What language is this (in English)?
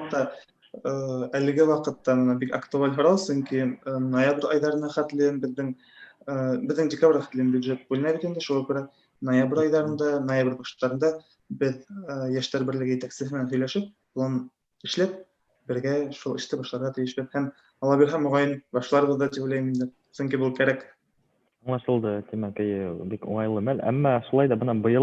Bashkir